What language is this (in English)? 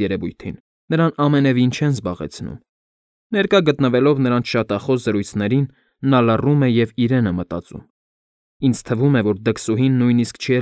Armenian